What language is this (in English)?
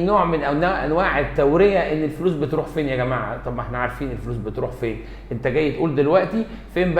Egyptian Arabic